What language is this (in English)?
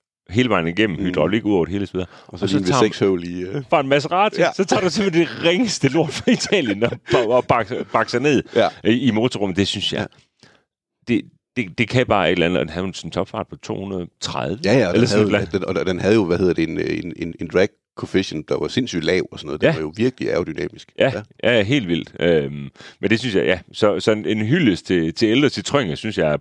Danish